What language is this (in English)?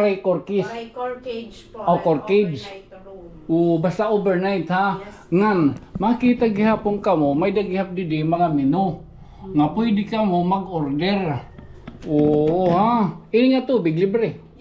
Waray